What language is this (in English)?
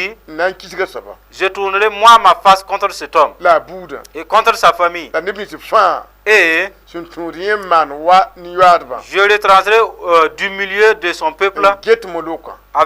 Mossi